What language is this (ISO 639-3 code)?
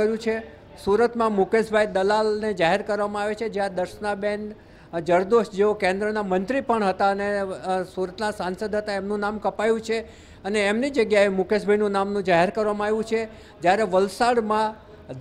guj